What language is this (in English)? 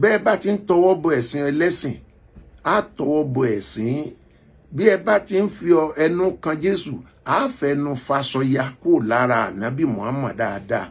Yoruba